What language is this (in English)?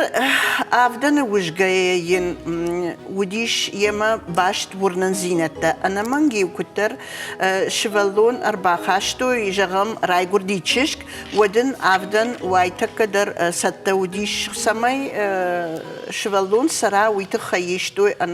Ossetic